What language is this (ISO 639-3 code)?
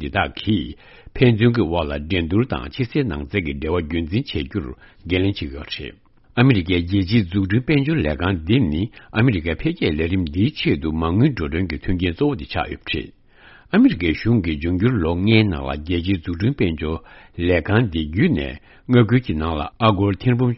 bod